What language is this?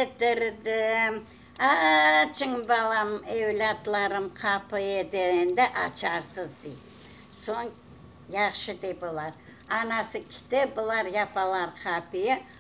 Crimean Tatar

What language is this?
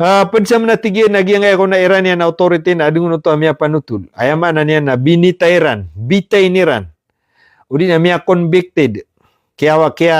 Maranao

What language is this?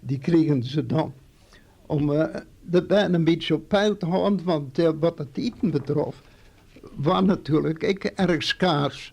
Western Frisian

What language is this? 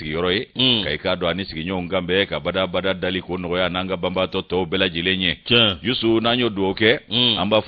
Bambara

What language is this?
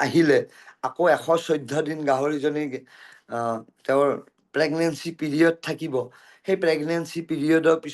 Assamese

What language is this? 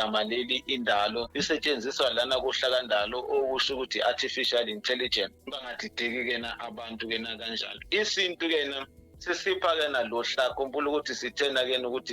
Zulu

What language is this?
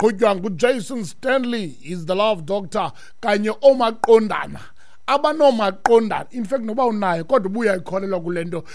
Xhosa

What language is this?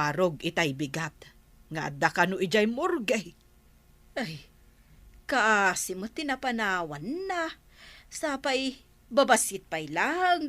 Iloko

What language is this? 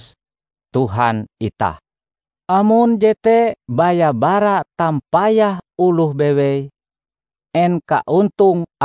Ngaju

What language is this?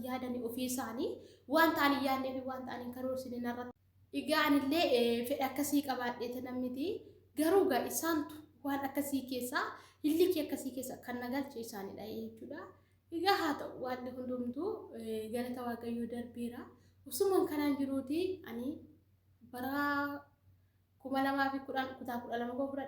Oromo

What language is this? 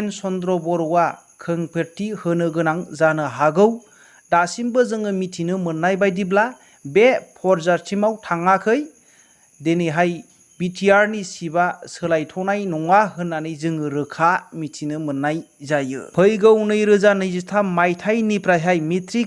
Bodo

